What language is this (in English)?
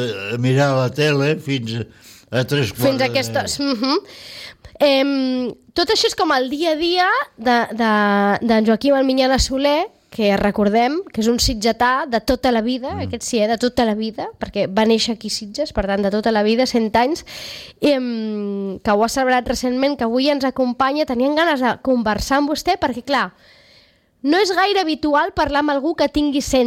Catalan